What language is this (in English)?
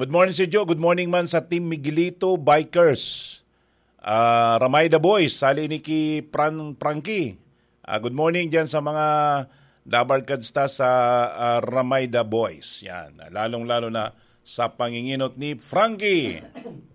Bikol